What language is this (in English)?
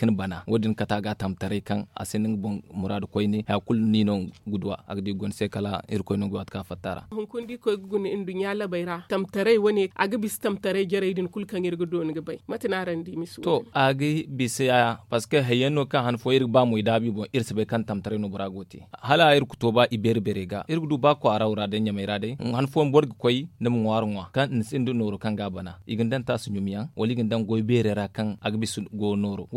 Zarma